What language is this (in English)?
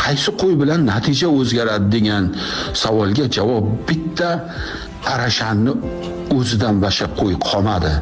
Uzbek